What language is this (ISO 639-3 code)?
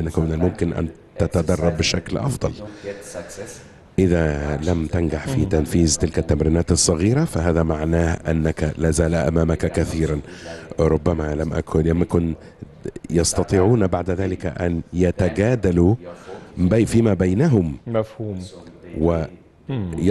arz